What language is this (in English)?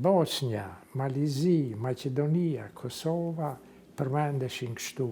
Albanian